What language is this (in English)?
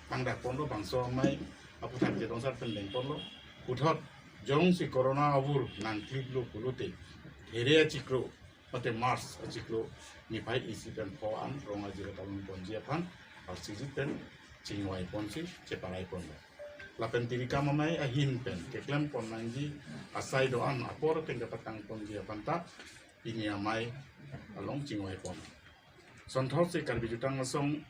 Karbi